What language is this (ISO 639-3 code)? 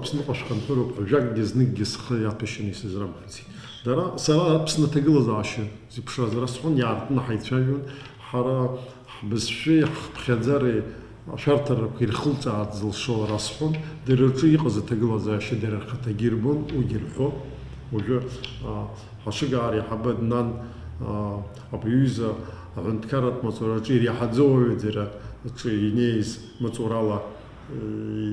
abk